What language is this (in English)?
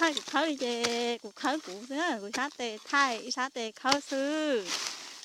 Hmong